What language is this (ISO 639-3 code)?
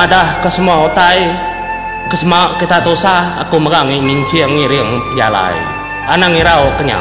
iba